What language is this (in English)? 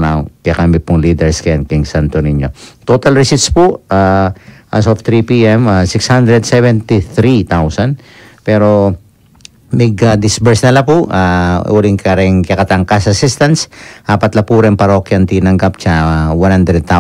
Pampanga